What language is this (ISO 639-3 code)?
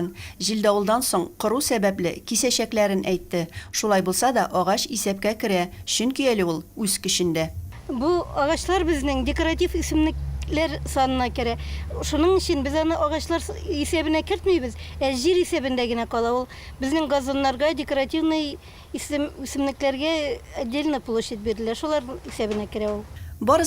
tat